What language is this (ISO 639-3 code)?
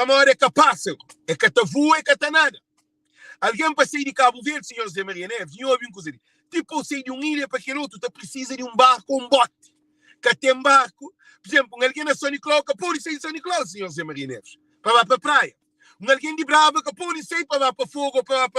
kea